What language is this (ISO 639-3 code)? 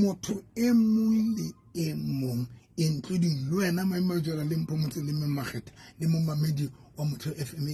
sot